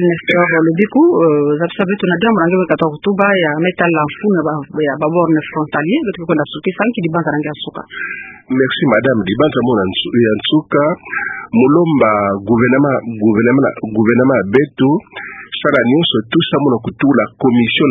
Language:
Kituba (Democratic Republic of Congo)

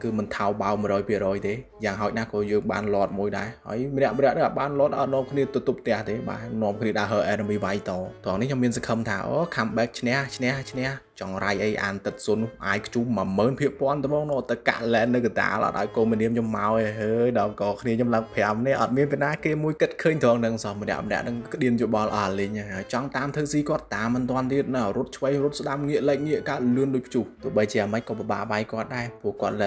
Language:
Khmer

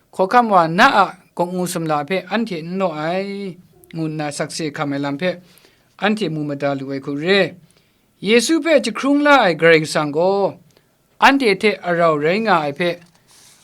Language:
Kachin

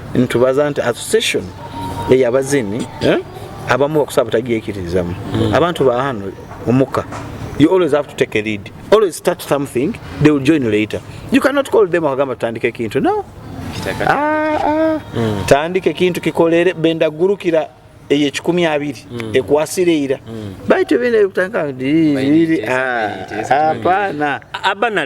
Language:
Nyoro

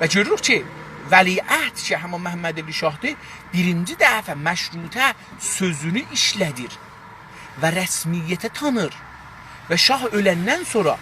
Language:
South Azerbaijani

